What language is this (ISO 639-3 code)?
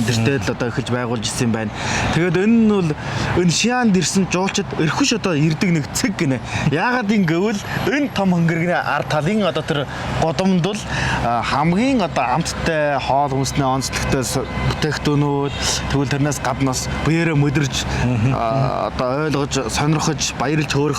mon